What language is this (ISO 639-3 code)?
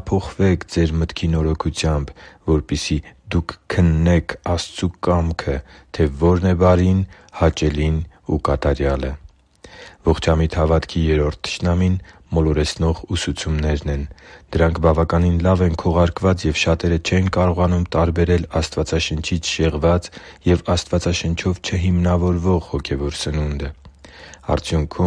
hye